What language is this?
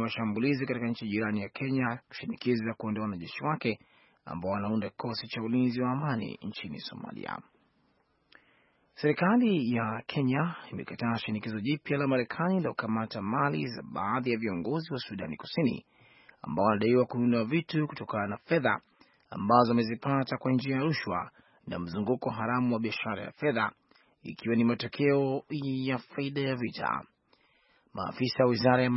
Swahili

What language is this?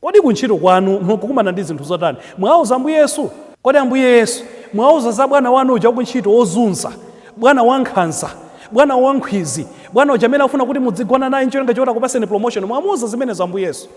Nyanja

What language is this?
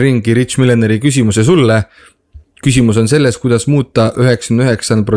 Estonian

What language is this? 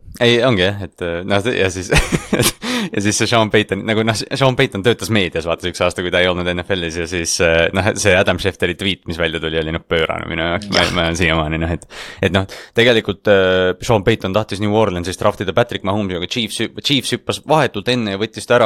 Estonian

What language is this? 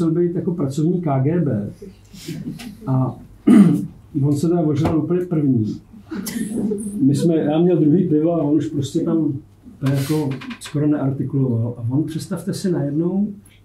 Czech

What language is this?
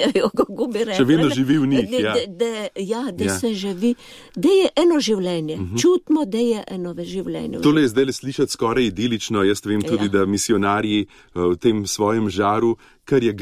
Slovenian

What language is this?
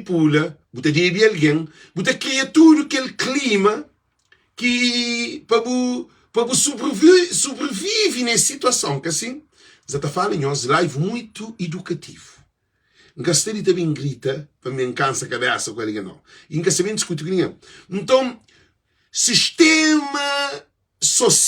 Kabuverdianu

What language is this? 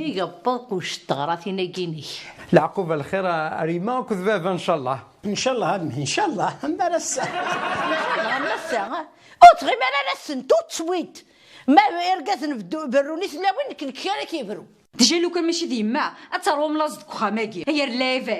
Kabyle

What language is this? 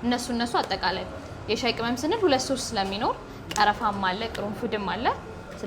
Amharic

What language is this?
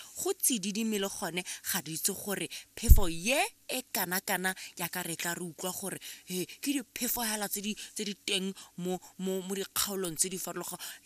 Tswana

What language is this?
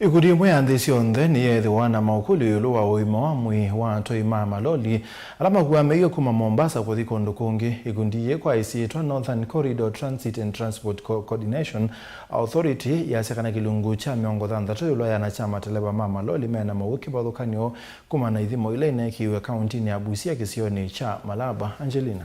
Kamba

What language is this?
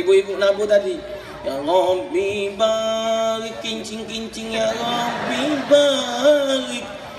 Musi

